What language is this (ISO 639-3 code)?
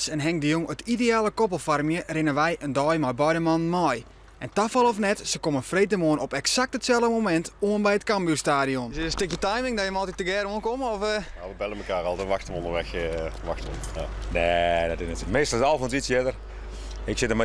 fry